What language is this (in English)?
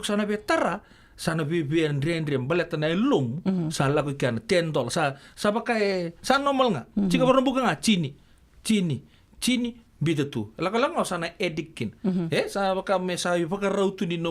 Fijian